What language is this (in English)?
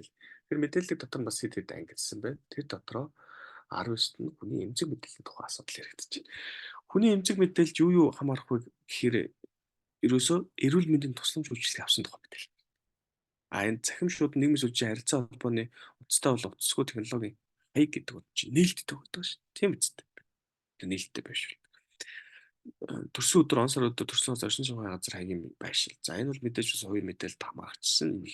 Mongolian